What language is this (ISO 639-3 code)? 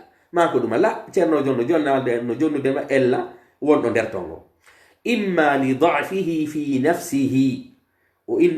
fuf